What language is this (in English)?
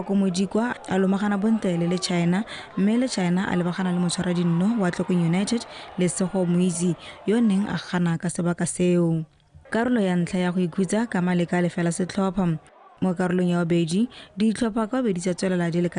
Tswana